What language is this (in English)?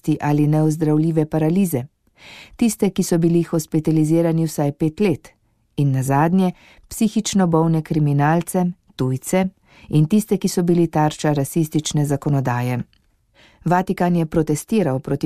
Slovenian